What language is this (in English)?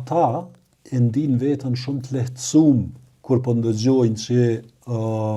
Albanian